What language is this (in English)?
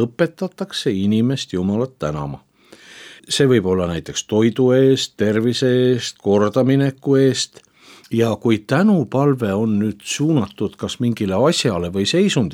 Estonian